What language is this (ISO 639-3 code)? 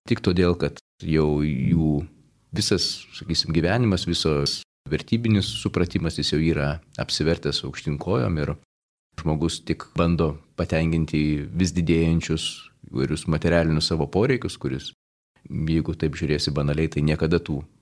lit